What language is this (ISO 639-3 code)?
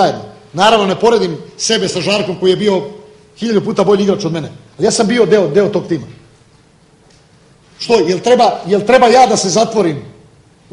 srp